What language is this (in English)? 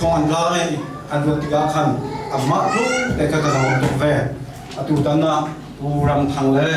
Hakha Chin